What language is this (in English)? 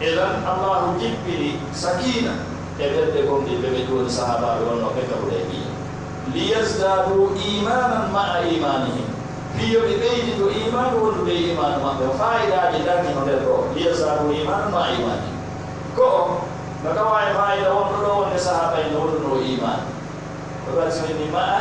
Pular